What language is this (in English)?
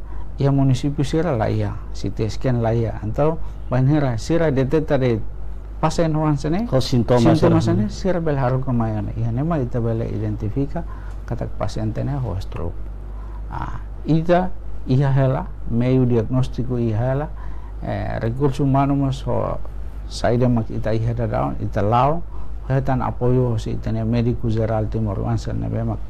Tetum